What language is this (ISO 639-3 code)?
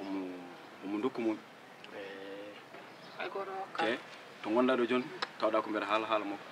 ful